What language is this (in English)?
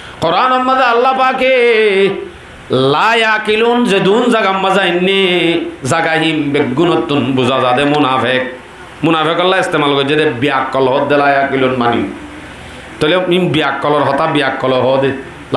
Rohingya